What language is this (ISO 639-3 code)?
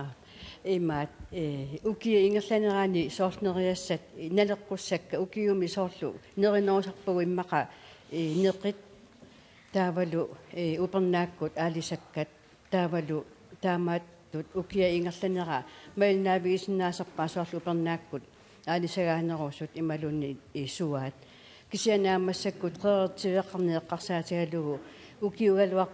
kal